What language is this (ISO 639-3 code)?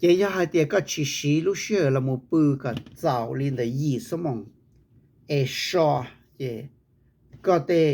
hmn